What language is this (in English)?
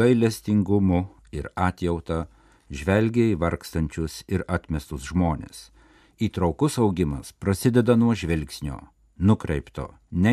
Lithuanian